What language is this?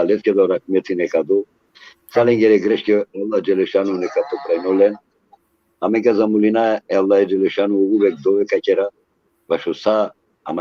Balkan Romani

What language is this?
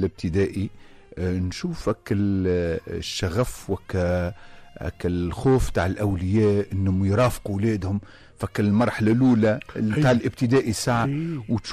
Tunisian Arabic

